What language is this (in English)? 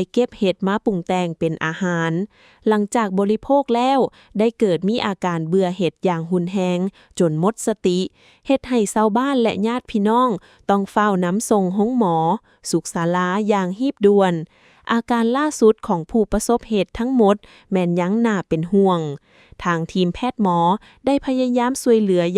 Lao